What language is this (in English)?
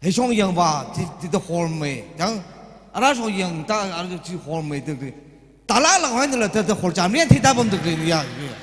Tangkhul Naga (India)